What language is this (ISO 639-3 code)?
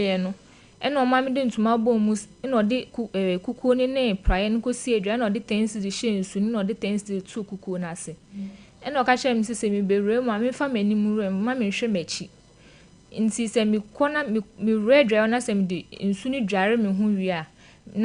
aka